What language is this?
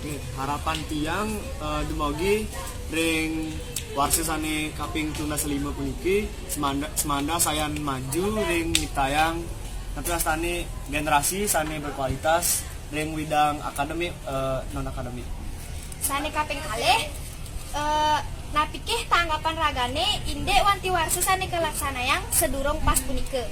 Balinese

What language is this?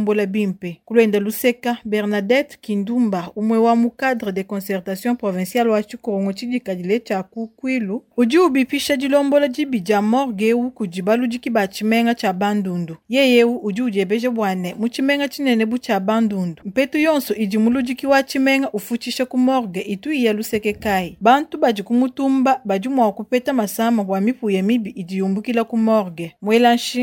Luba-Lulua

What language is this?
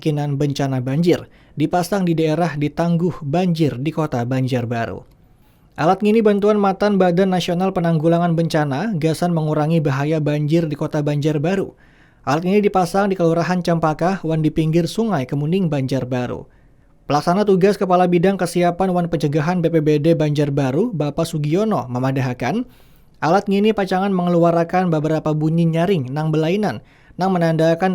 Banjar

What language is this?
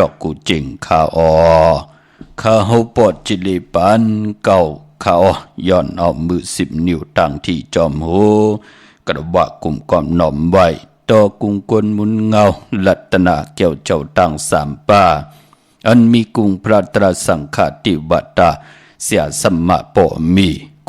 Shan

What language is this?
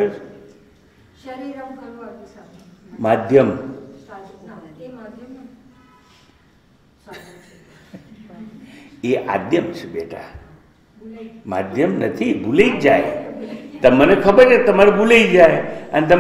Gujarati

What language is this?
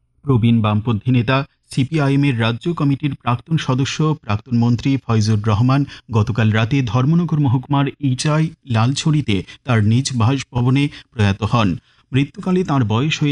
Bangla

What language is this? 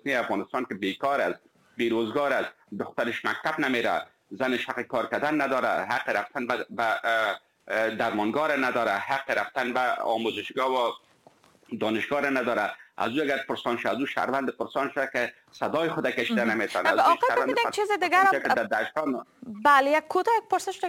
Persian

